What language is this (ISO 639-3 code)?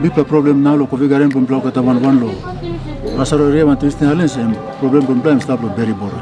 tpi